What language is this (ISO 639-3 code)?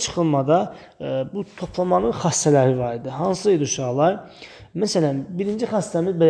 aze